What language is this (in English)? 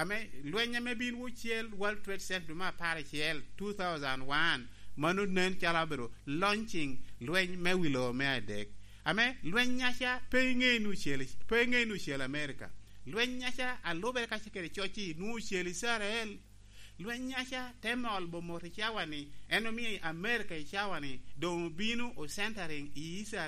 Lango (Uganda)